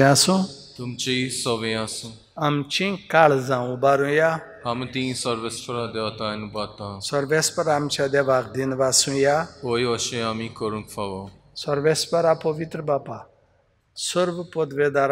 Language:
Konkani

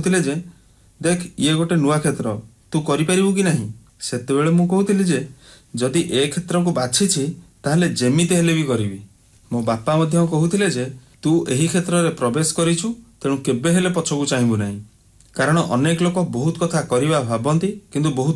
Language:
Odia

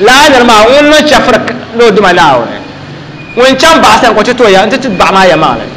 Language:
Dagbani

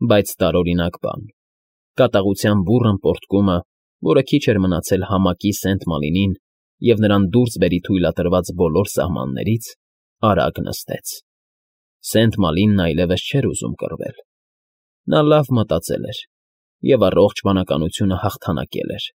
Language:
Armenian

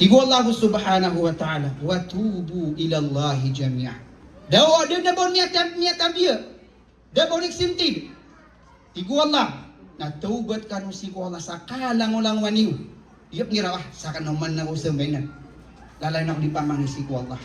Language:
Maranao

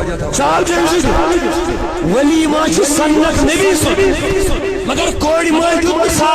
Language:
Kashmiri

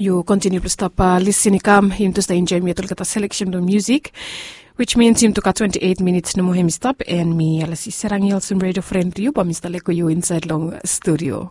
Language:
Bislama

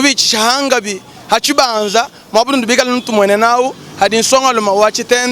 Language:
Luba-Lulua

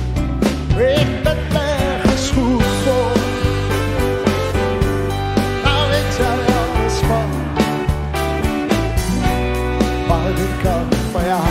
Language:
Dutch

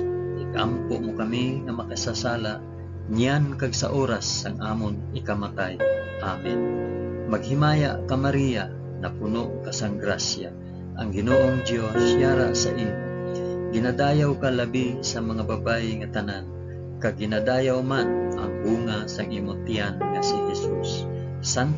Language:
Hiligaynon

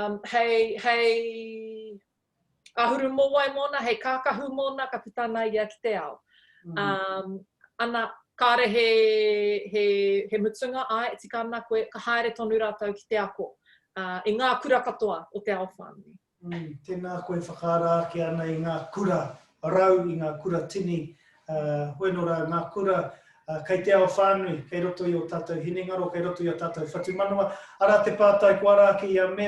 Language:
Māori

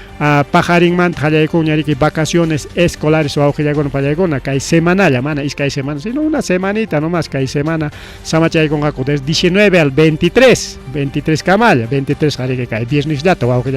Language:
Ayacucho Quechua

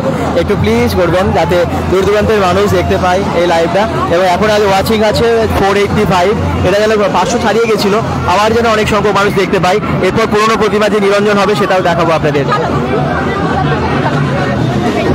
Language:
Bangla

